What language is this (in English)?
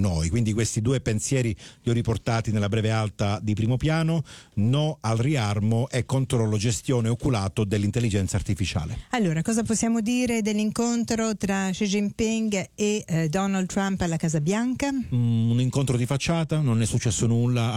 Italian